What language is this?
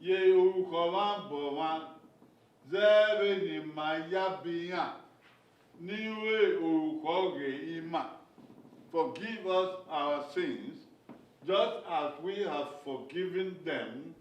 Bini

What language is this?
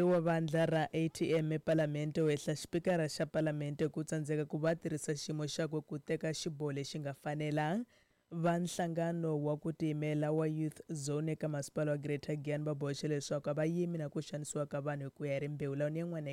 Tsonga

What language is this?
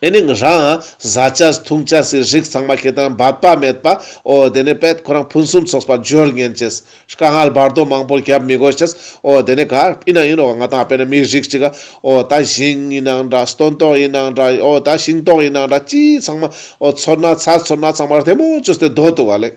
Ladakhi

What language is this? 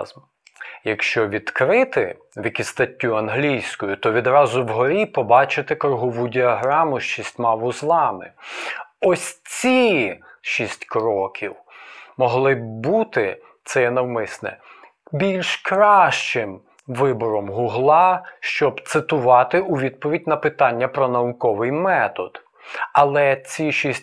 Ukrainian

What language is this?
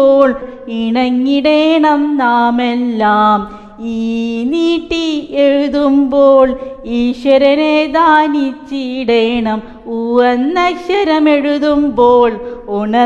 Malayalam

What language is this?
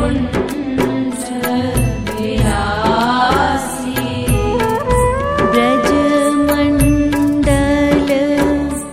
Hindi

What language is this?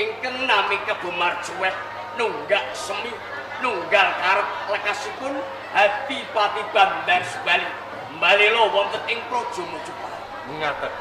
Javanese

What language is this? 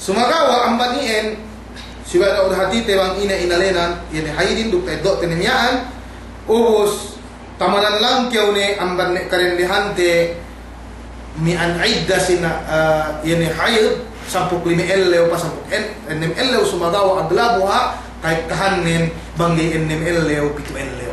Yakan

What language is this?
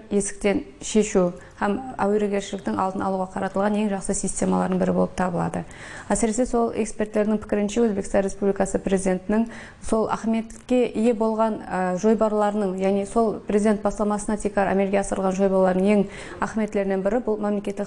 Kara-Kalpak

